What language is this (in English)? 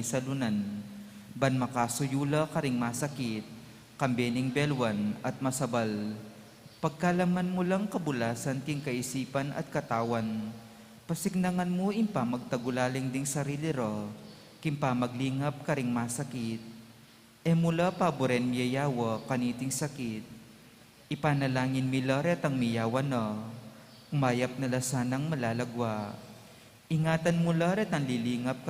Pampanga